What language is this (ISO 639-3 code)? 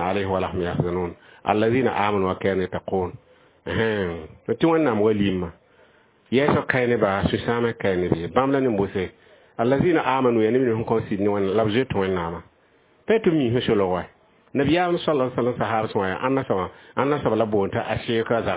mos